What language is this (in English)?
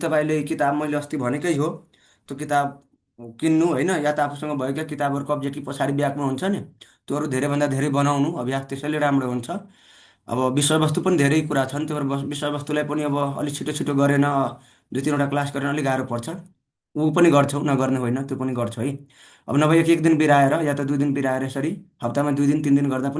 Nepali